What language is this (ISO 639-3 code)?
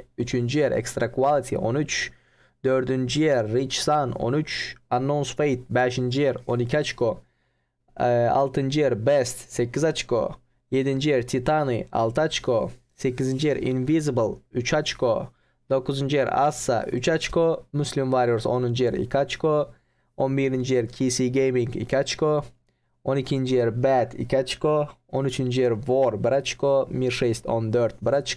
tuk